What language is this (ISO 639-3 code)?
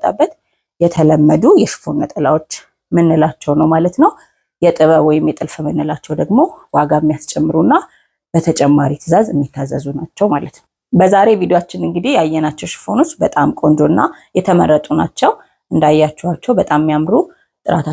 amh